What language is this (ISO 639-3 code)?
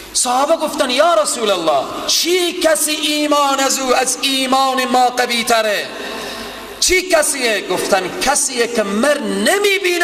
fas